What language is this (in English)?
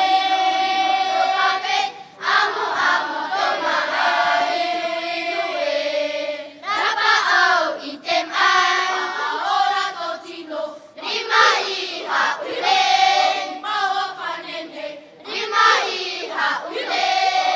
Tahitian